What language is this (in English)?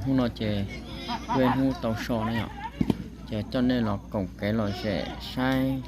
Hmong